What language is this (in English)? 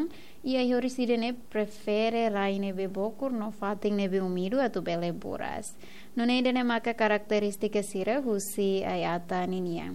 Tetum